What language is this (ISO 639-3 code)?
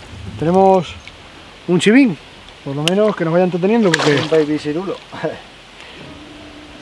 spa